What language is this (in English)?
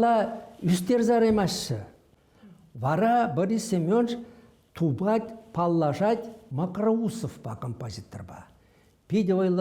Chuvash